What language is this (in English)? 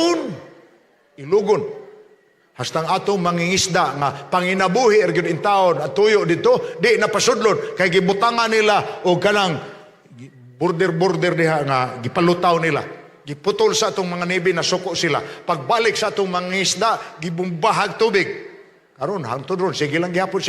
Cebuano